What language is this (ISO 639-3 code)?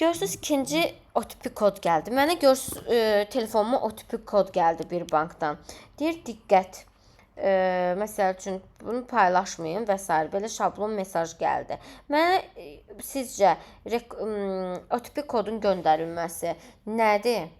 aze